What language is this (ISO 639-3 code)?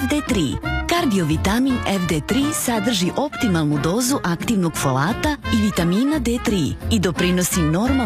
srp